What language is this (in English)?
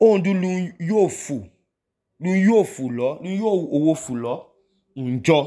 Idoma